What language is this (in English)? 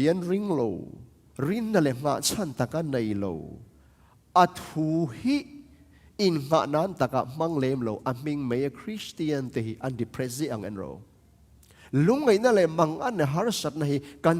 Tedim Chin